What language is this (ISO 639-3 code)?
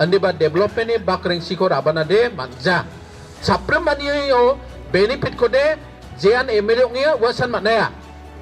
grt